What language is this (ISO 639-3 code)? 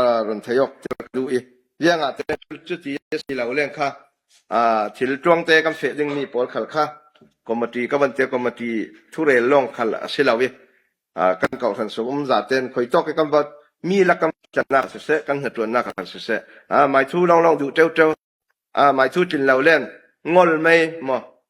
cfm